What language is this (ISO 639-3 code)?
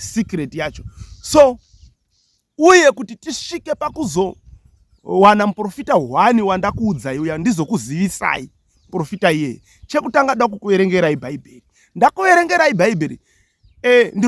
sna